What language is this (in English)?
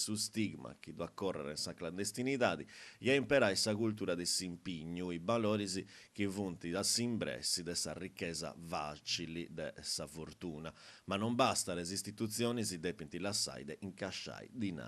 Sardinian